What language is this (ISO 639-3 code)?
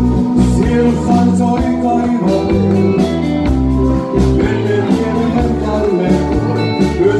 fin